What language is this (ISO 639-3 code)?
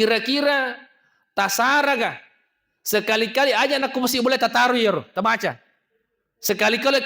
bug